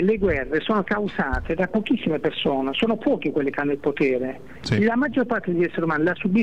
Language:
Italian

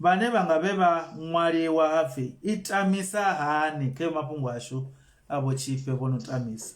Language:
Venda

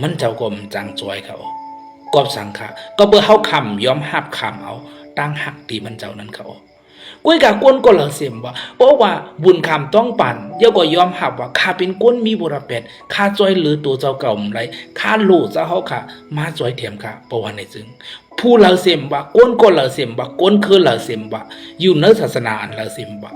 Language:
Shan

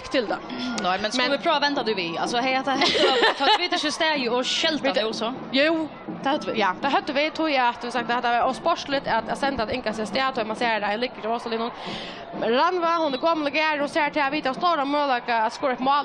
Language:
Faroese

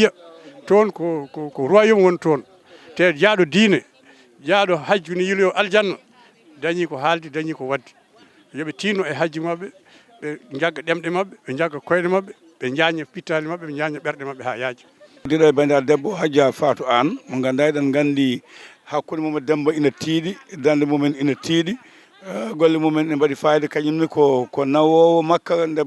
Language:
Fula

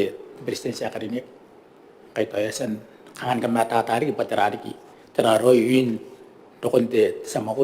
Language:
Gilbertese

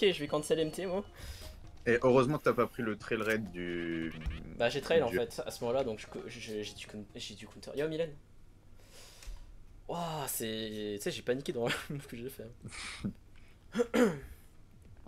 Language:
French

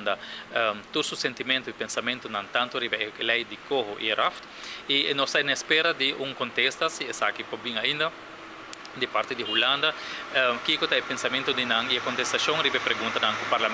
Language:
Papiamento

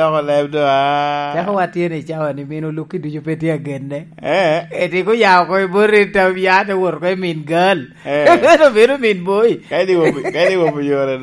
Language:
Lango (Uganda)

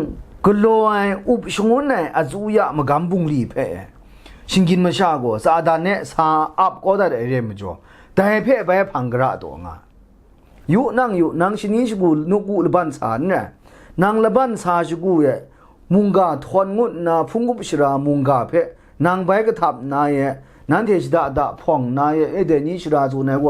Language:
Kachin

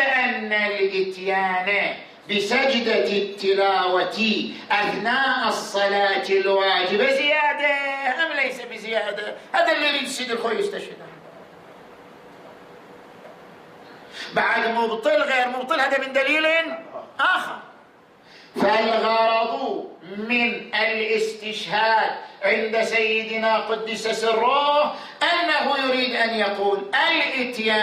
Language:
Arabic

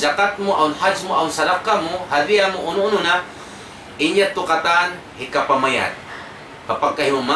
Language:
Tausug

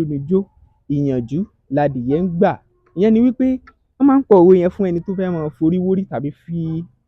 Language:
Yoruba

